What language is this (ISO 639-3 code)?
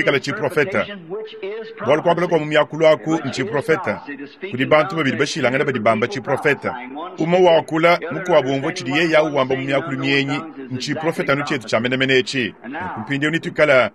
lua